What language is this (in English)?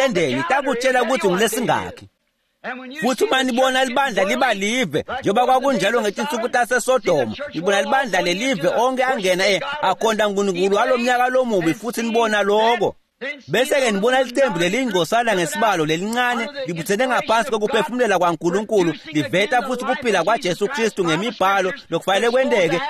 Swati